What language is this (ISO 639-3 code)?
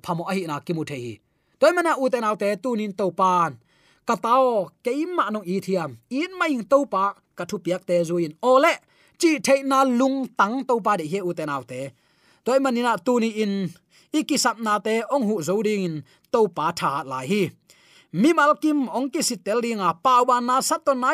ctd